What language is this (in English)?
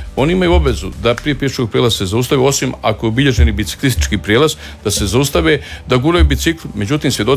Croatian